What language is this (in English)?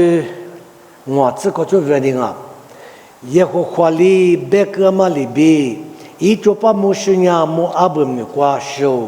Lisu